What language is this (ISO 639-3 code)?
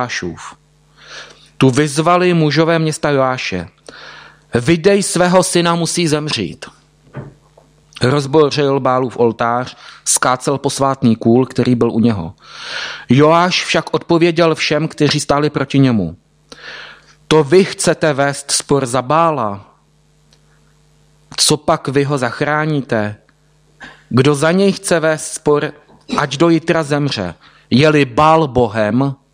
ces